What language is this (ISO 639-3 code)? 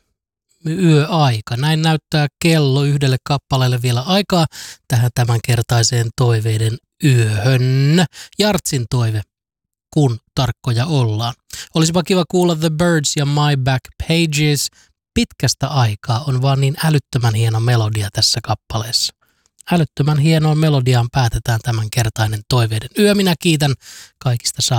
fin